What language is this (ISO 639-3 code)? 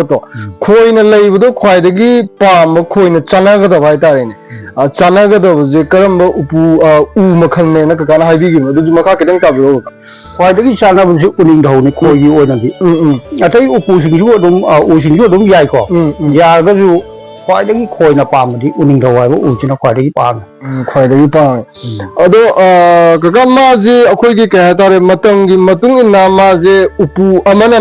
mni